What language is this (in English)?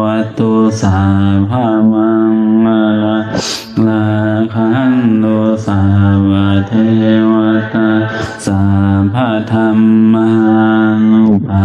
Northeastern Thai